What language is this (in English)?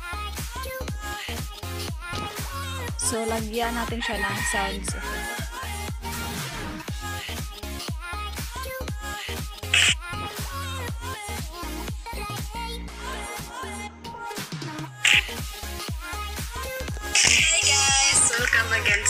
Filipino